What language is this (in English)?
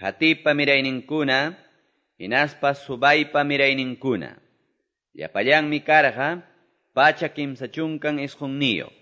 Quechua